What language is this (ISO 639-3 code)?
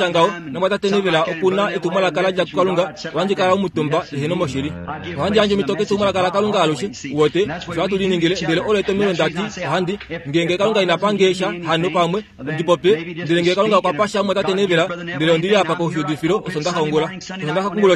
kua